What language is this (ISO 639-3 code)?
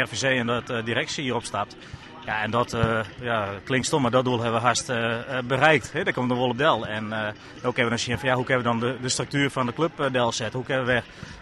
fry